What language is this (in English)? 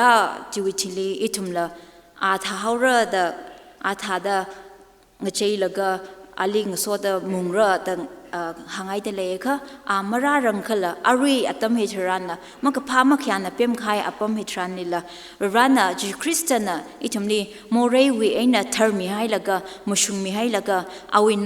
Tangkhul Naga (India)